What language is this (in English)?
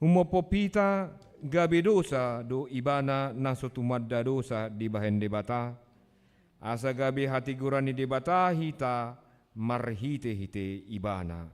Batak Toba